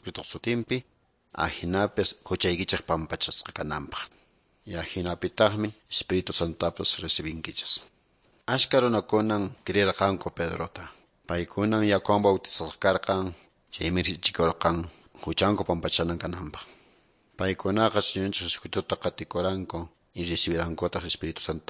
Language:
Quechua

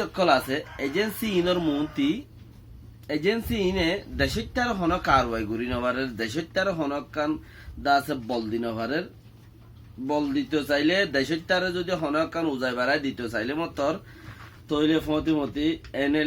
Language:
Rohingya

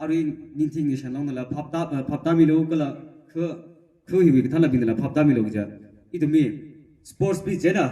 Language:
Tangkhul Naga (India)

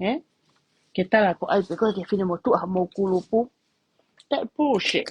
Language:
Tongan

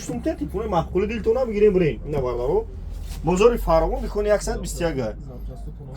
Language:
Tajik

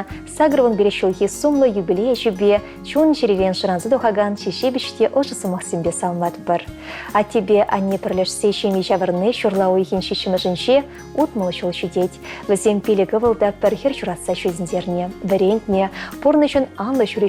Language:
Chuvash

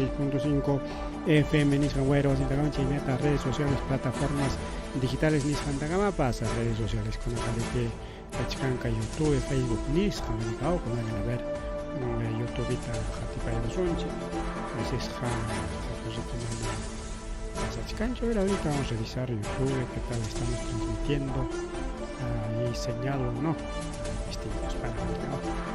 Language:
Ayacucho Quechua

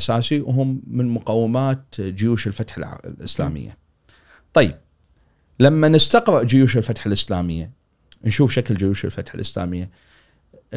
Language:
Gulf Arabic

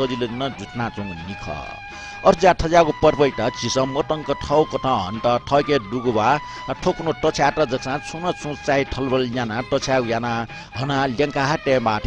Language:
Newari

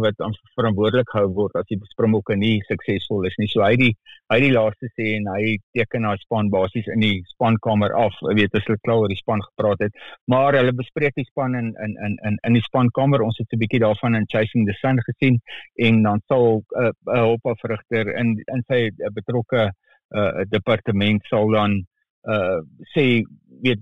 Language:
Afrikaans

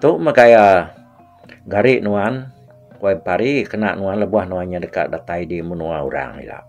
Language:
Iban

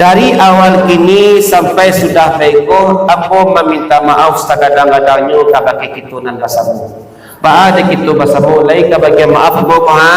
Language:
Minangkabau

